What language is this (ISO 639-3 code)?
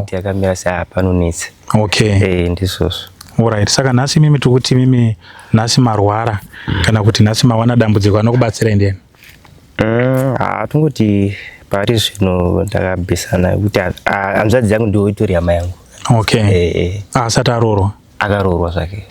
sna